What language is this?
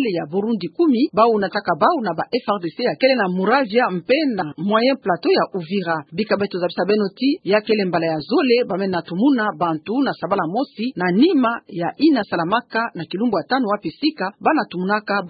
Kituba (Democratic Republic of Congo)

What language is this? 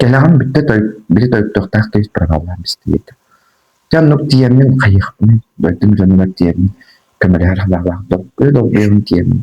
Yakut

